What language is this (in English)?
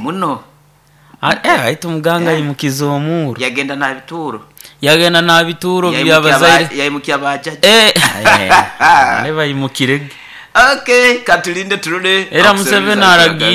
Nyoro